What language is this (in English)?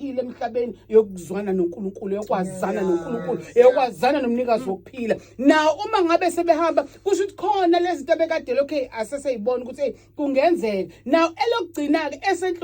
Zulu